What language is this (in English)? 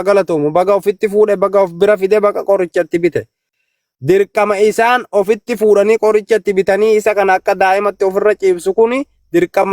Oromo